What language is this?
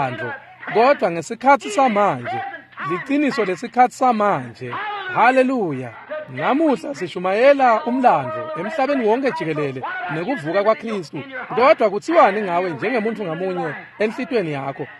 Swati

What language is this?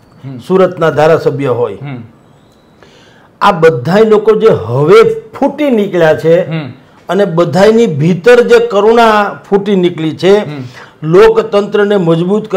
Gujarati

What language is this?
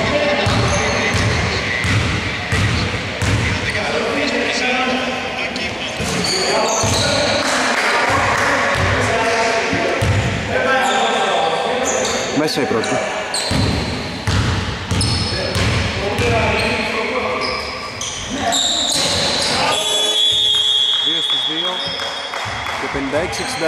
Greek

